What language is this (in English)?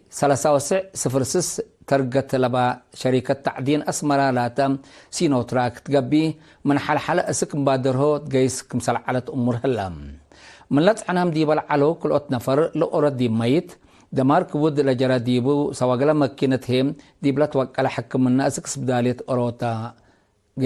Tigre